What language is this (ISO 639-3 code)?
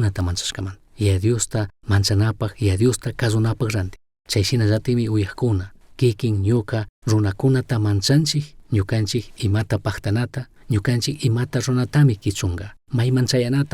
qug